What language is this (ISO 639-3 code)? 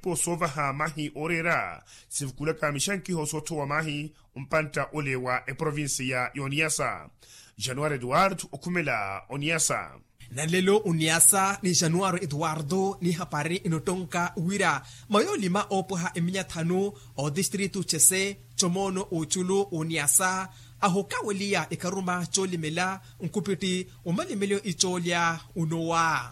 vmw